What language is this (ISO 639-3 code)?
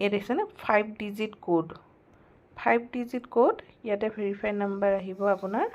asm